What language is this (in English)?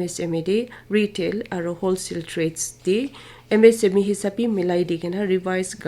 Naga Pidgin